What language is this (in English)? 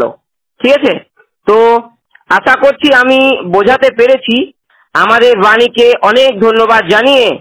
Bangla